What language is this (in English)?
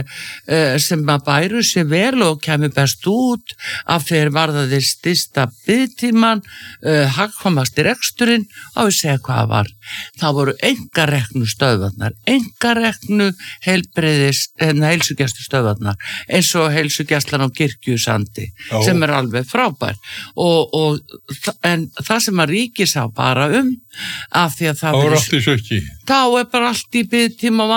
Icelandic